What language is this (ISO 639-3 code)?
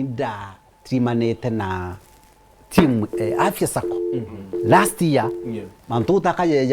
mer